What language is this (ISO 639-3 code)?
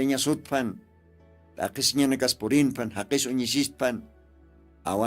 aym